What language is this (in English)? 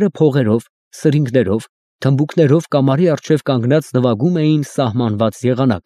Armenian